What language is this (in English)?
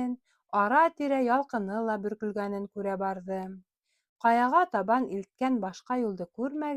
Bashkir